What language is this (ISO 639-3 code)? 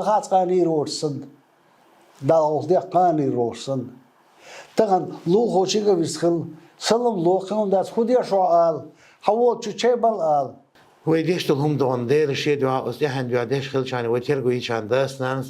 che